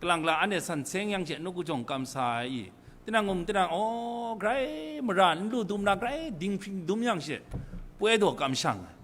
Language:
Kachin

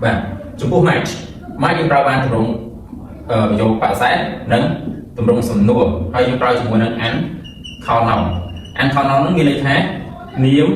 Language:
Khmer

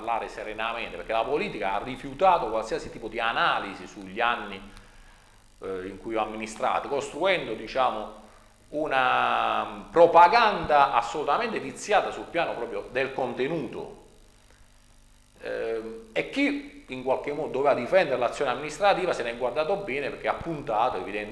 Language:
Italian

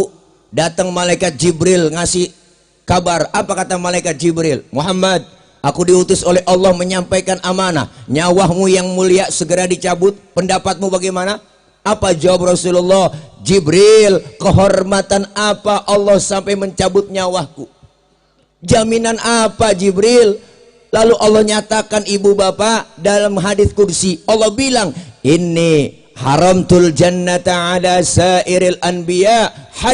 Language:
Betawi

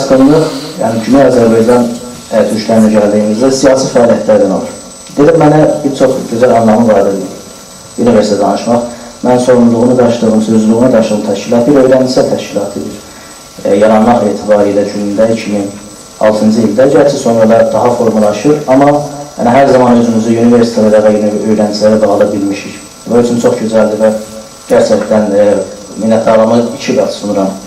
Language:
South Azerbaijani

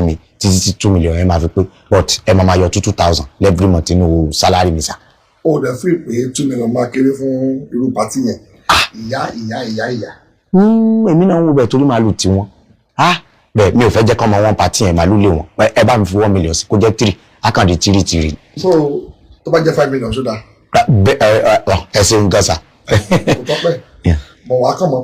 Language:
Yoruba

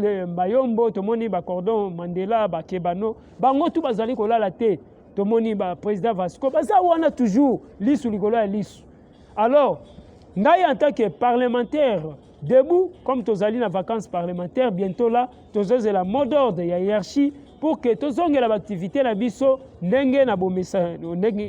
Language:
Lingala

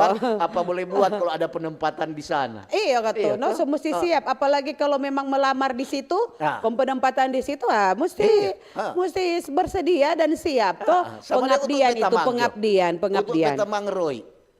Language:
Manado Malay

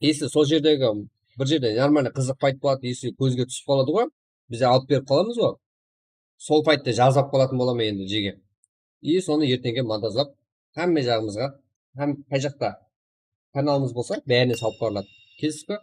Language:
Kara-Kalpak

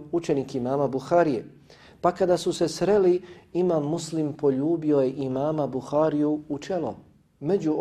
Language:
Bosnian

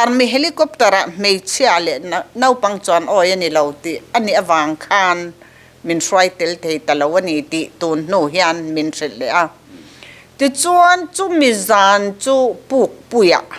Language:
Mizo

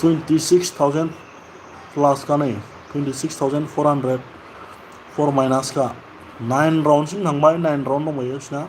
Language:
Bodo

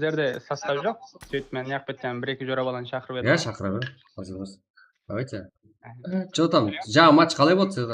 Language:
Kara-Kalpak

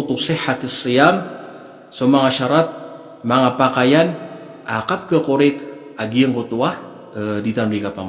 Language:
Maranao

